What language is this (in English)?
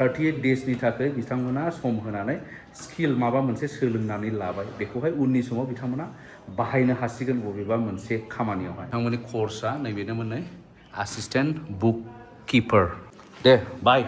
Bodo